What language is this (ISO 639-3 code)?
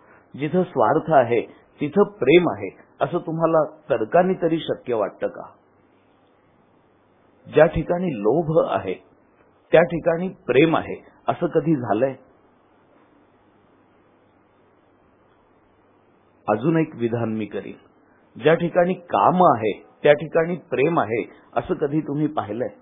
mar